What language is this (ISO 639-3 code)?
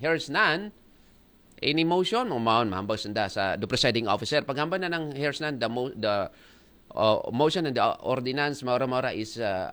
akl